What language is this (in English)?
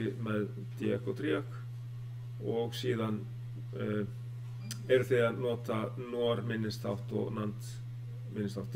Icelandic